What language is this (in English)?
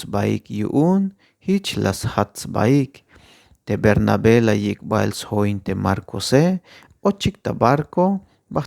Tzeltal